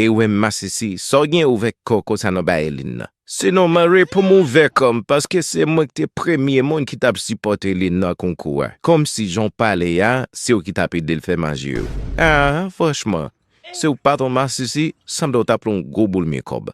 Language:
Haitian Creole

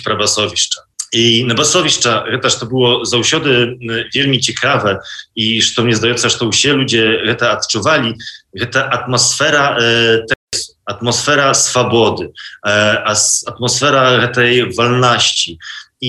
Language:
Belarusian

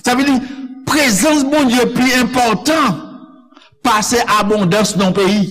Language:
Haitian Creole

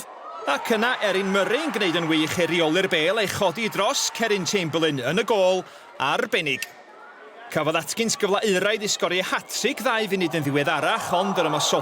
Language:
Welsh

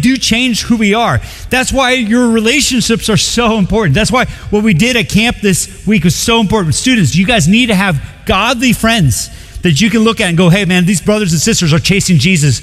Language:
English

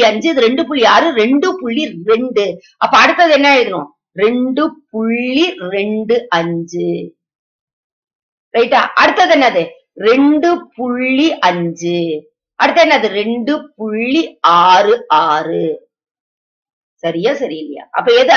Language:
Tamil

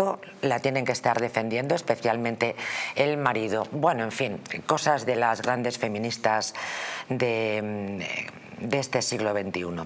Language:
Spanish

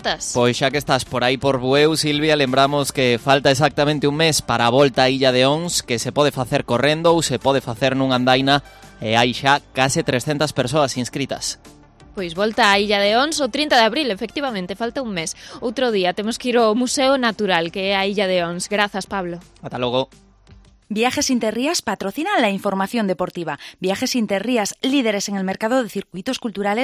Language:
Galician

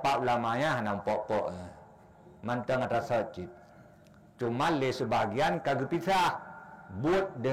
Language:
Achinese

